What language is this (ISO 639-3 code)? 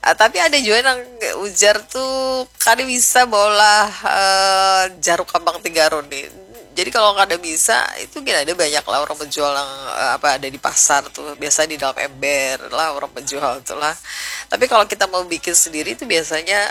bjn